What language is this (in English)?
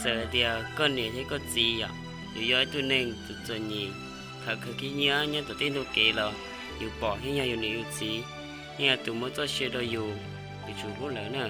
Hmong